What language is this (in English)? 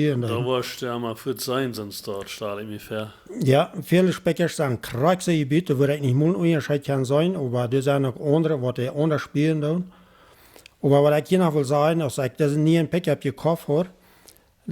Plautdietsch